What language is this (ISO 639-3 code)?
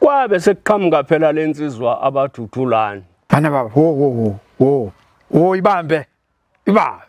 zul